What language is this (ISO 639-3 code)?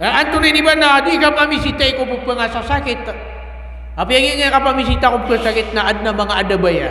mrw